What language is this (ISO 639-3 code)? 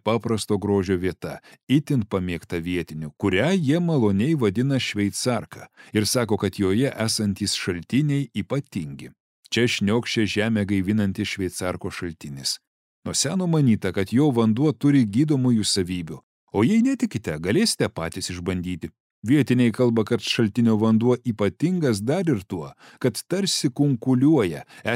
lit